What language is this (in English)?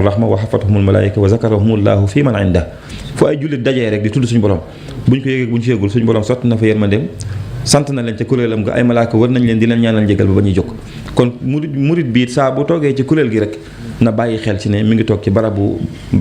Wolof